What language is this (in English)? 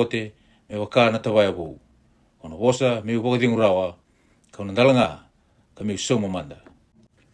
Fijian